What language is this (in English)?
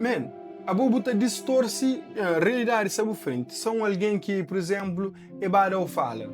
Kabuverdianu